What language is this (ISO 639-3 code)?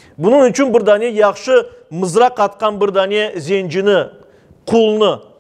crh